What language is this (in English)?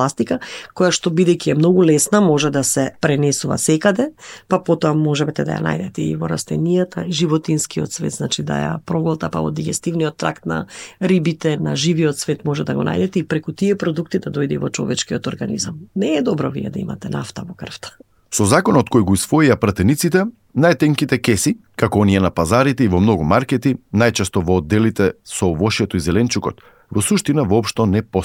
Macedonian